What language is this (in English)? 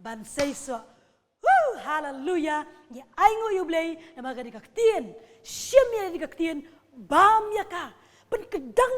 Khasi